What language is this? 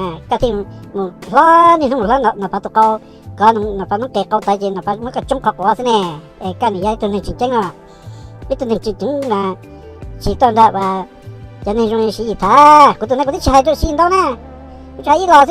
Hmong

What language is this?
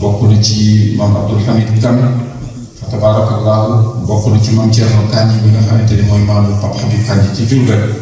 Wolof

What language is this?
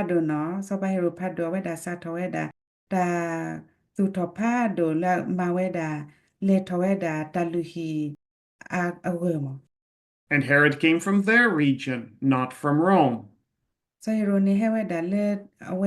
S'gaw Karen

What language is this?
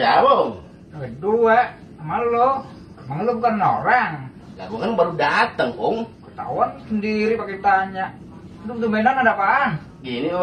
Betawi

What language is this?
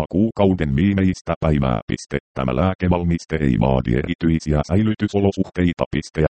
Finnish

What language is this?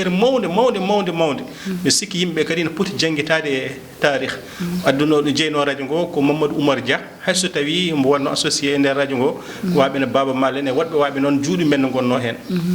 Fula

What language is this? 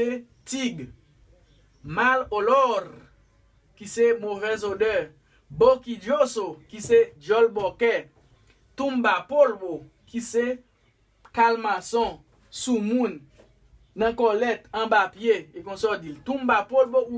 Haitian Creole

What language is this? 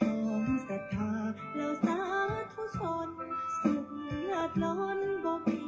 Pali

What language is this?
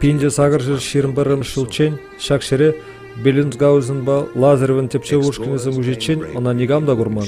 Chuvash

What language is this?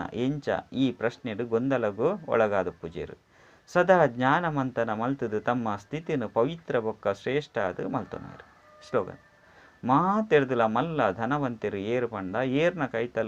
Tulu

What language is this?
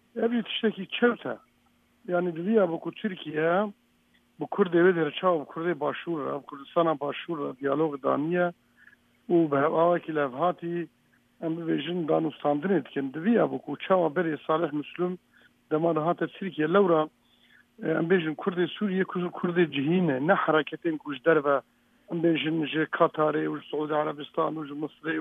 Kurdish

